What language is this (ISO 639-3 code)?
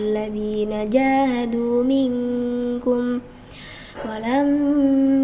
ara